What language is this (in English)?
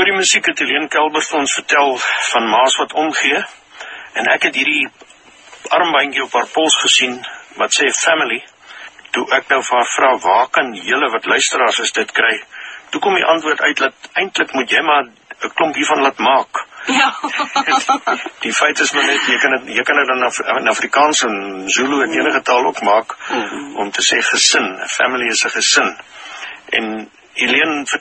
Afrikaans